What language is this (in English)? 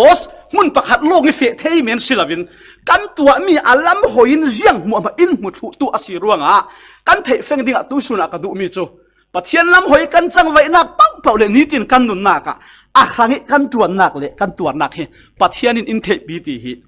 Falam Chin